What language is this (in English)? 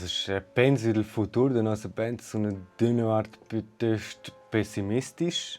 Romansh